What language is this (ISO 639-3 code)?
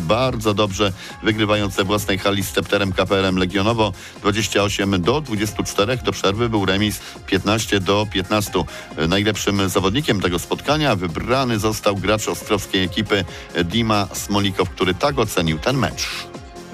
pol